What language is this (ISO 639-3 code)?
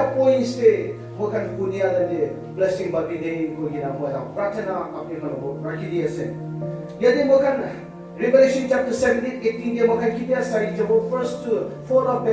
nag